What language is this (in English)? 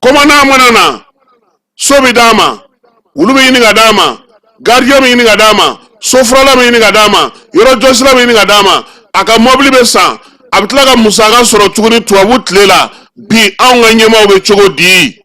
Bambara